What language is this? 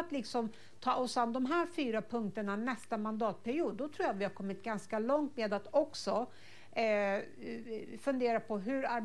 Swedish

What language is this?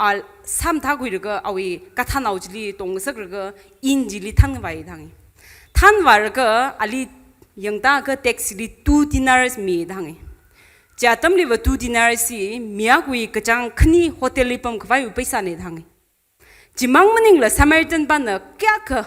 Tangkhul Naga (India)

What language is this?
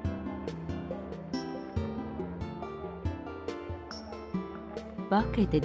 Japanese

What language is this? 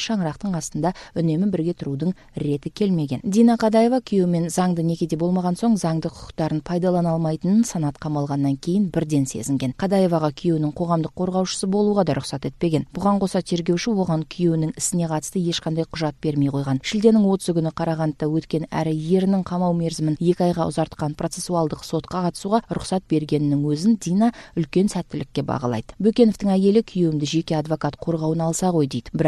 Kazakh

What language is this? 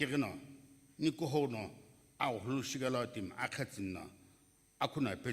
Sumi Naga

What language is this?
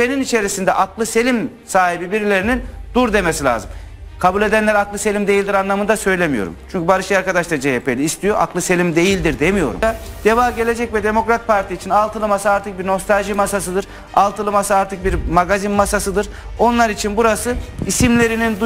Turkish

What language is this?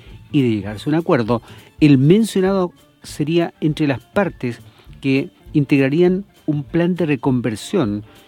Spanish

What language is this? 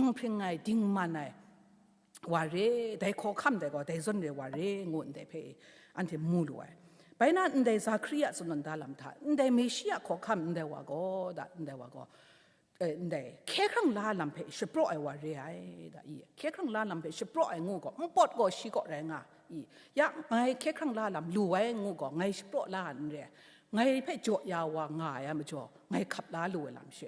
Kachin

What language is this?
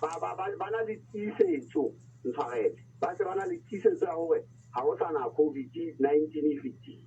Southern Sotho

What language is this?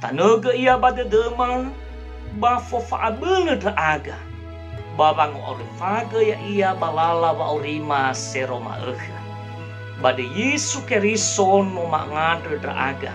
Nias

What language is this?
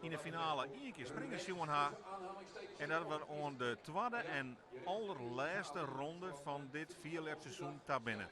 Western Frisian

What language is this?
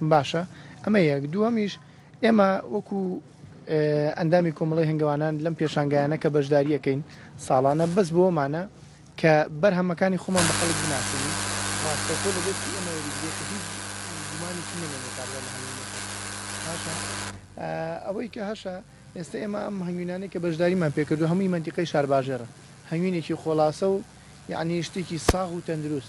Central Kurdish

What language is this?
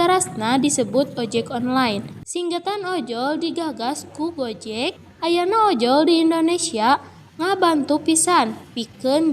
Sundanese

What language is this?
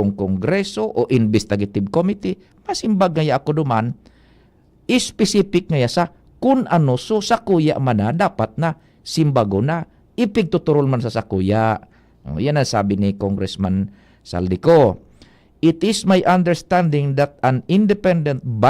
Bikol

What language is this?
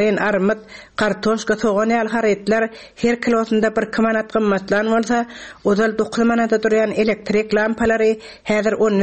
Turkmen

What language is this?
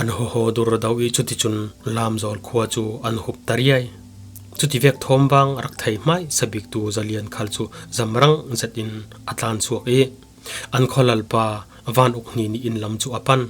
Falam Chin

